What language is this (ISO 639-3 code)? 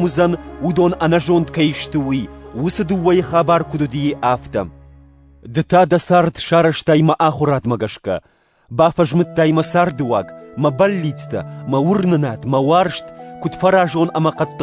oss